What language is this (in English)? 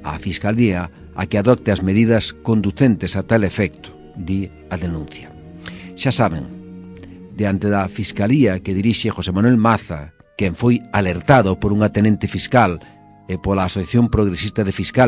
Galician